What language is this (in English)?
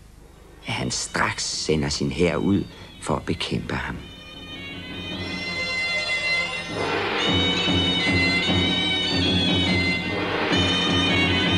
Danish